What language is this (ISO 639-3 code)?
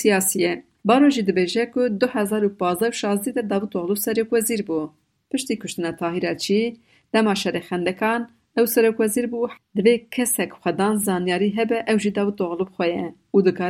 kur